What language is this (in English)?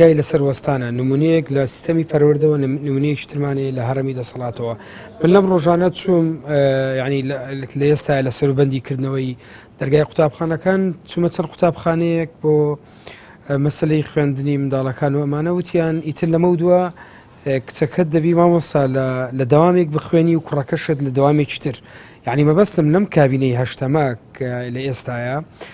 Central Kurdish